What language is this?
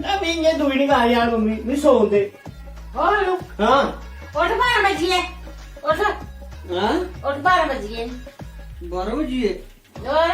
Dogri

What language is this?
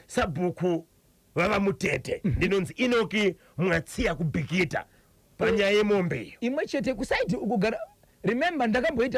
Shona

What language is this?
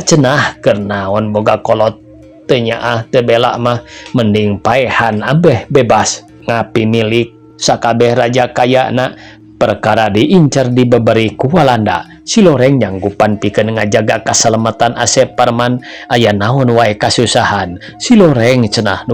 Sundanese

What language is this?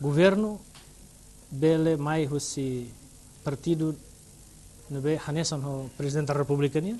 Tetum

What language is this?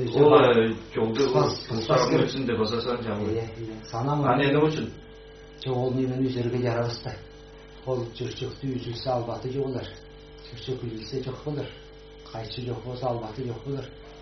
Kazakh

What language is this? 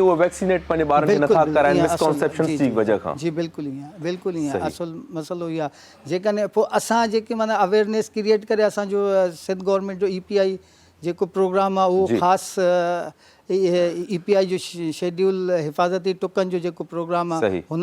Sindhi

